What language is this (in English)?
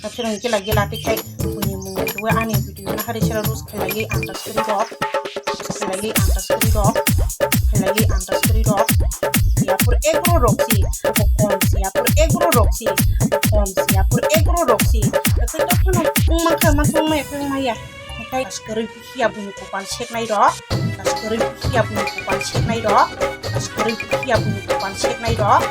Kok Borok